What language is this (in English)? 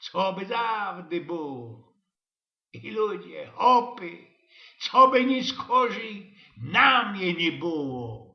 Silesian